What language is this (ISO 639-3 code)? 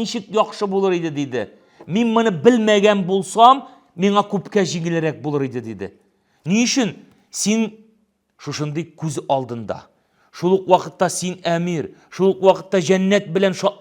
tat